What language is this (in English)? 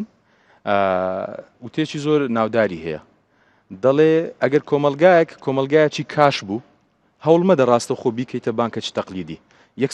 Central Kurdish